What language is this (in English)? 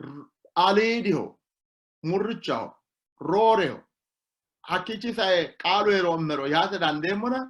Sidamo